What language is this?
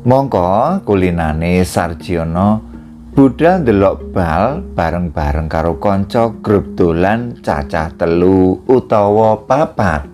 Javanese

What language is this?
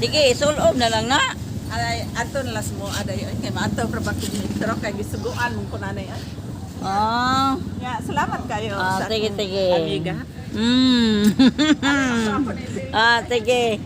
Cebuano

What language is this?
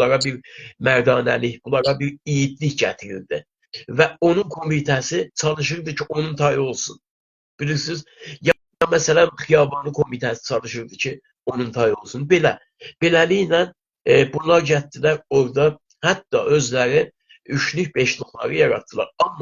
South Azerbaijani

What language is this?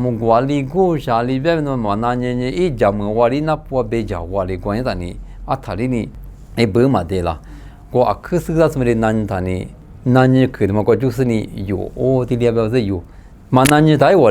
Lisu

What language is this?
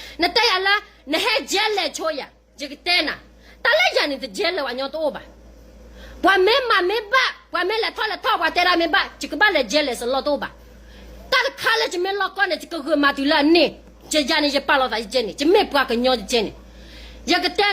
S'gaw Karen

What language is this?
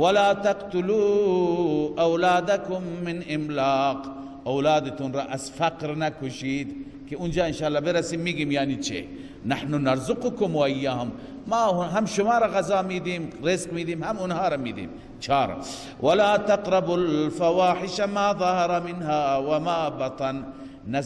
Persian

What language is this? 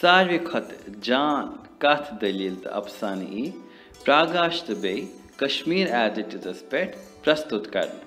Kashmiri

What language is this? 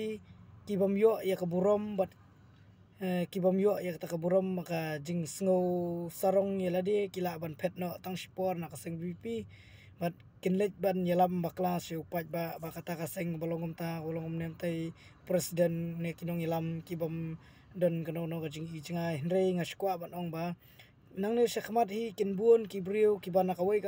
Khasi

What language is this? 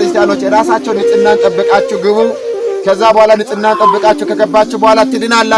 Amharic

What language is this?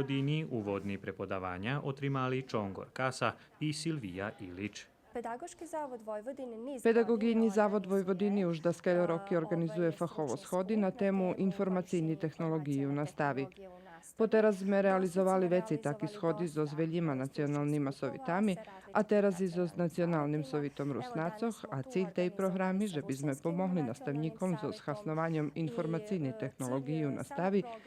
Rusyn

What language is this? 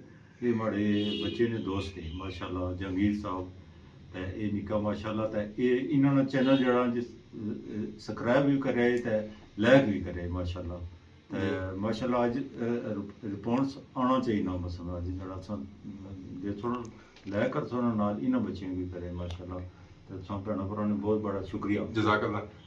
Pahari-Potwari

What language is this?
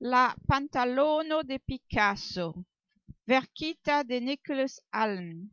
Esperanto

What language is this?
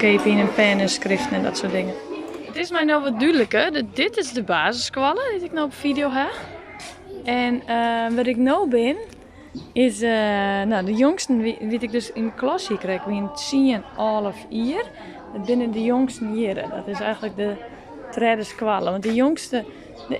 Western Frisian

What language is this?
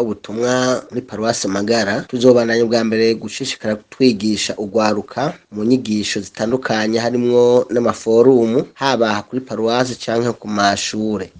Rundi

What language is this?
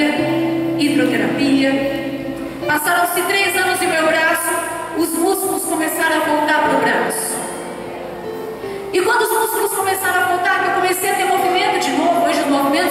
Portuguese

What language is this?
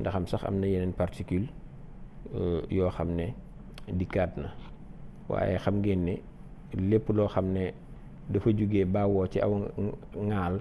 Wolof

